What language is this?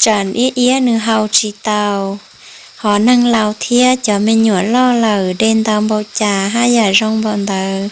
Hmong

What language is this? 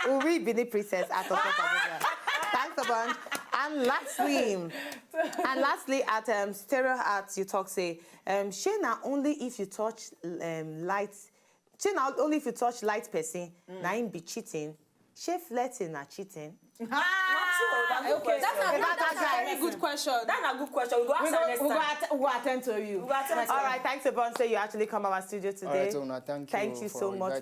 Nigerian Pidgin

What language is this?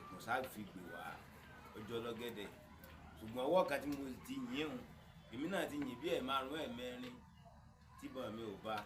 Yoruba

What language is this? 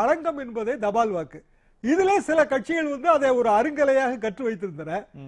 Tamil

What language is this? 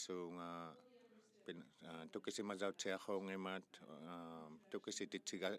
Inuktitut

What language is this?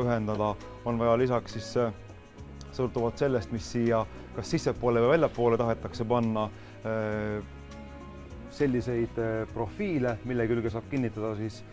Estonian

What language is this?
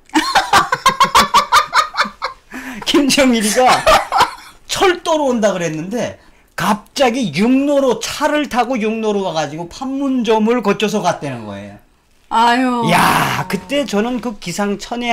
Korean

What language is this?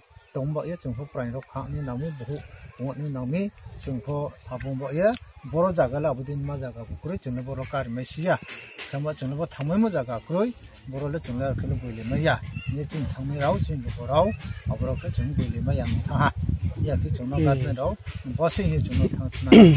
Riang (India)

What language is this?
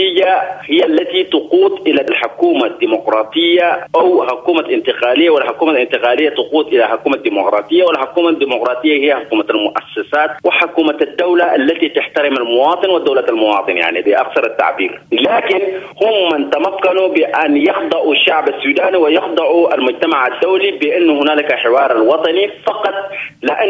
Sudanese Arabic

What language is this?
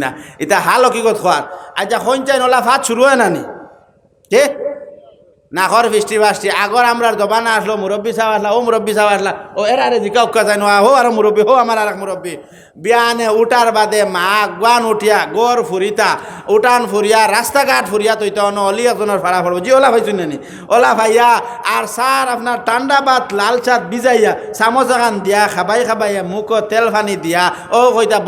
Sylheti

